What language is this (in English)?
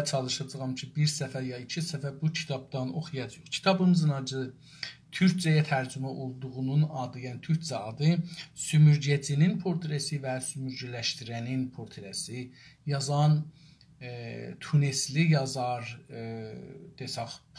South Azerbaijani